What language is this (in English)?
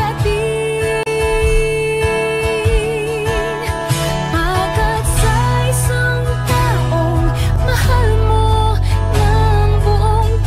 Filipino